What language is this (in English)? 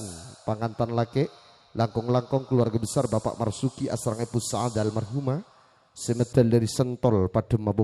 Madurese